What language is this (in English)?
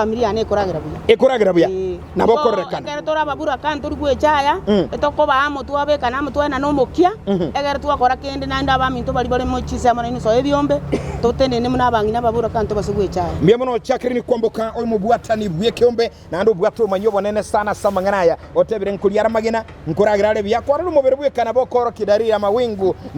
Gusii